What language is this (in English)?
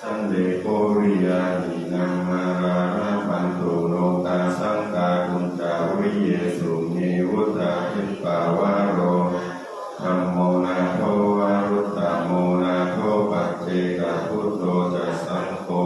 Pali